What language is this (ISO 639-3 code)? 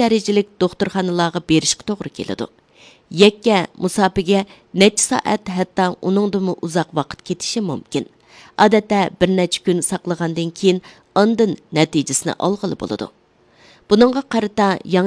uig